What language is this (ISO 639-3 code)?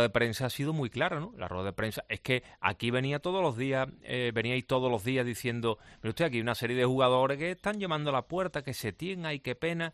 spa